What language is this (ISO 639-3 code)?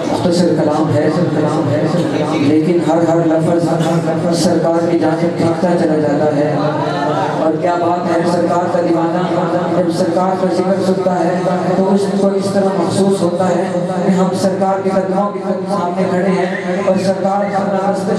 urd